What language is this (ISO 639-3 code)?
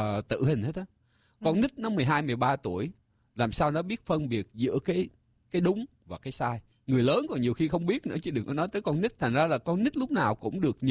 vie